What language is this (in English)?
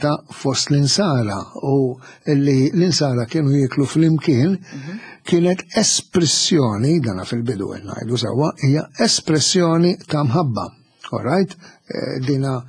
Maltese